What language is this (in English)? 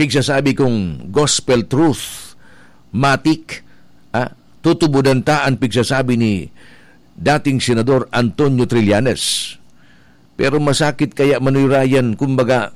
Bikol